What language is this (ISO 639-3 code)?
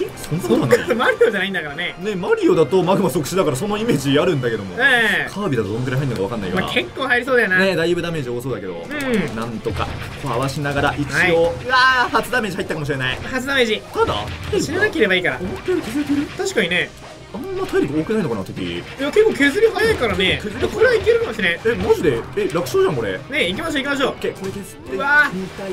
jpn